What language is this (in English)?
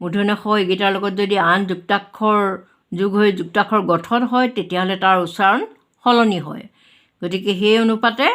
Assamese